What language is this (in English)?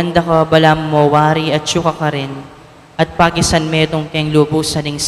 Pampanga